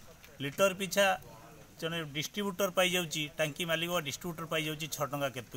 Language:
Odia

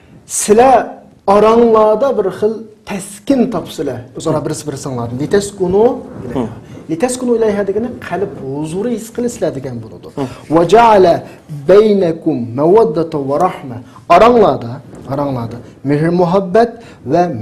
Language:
Uyghur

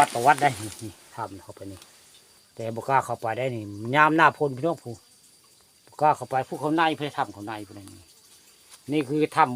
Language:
Northeastern Thai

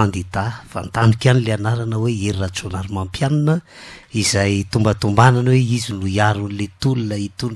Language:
Malagasy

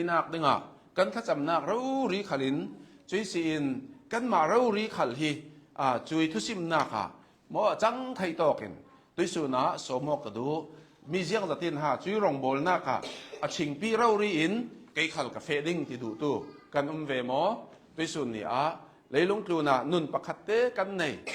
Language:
Hakha Chin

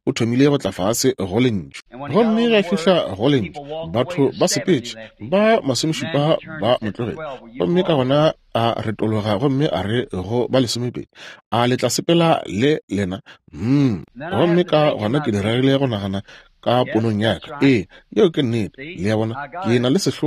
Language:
Northern Sotho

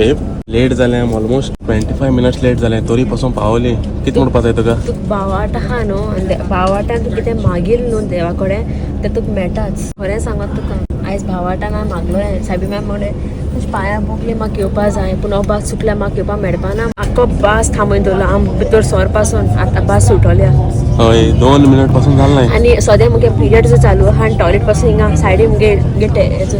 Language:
Konkani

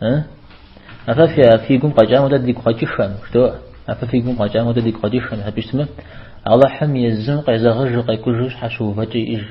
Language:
Kabardian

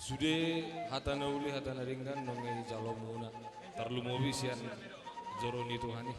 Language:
Batak Toba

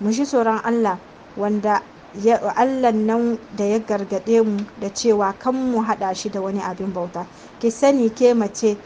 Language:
Hausa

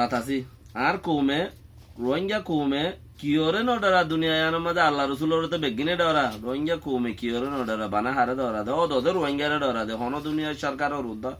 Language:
Rohingya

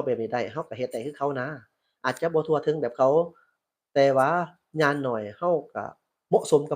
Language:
Lao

